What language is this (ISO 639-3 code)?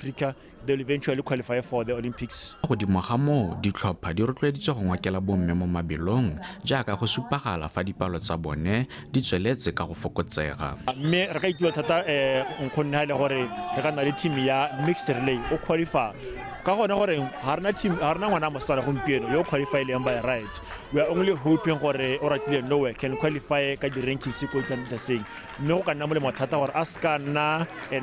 tsn